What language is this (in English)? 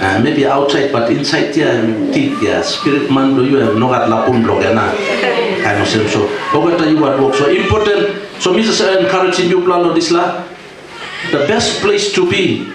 Tok Pisin